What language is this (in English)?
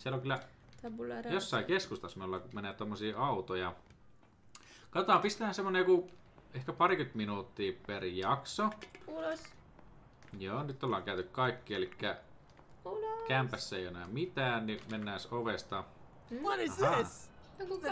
Finnish